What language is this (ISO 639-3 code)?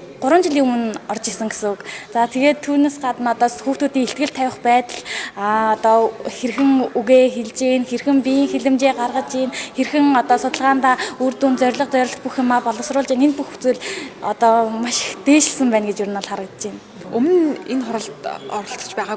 mon